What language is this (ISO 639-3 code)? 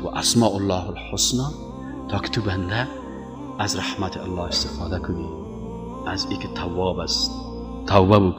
fas